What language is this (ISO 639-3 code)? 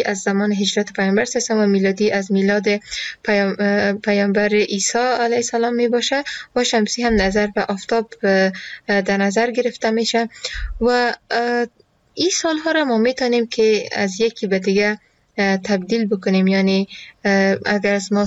fas